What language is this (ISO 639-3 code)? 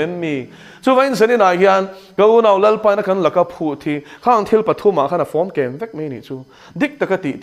lus